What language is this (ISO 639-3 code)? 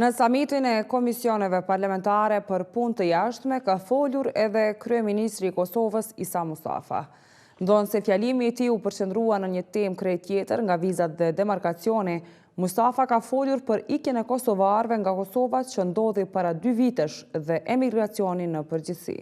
sqi